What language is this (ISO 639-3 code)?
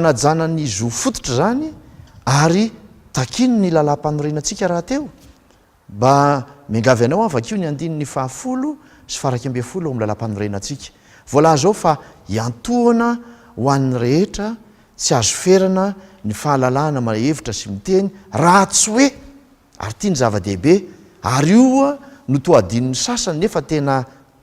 mlg